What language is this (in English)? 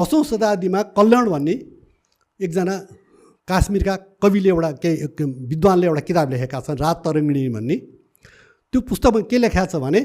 Nepali